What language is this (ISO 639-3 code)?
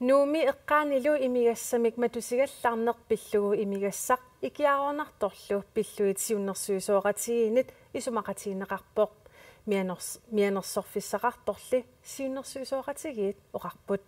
kal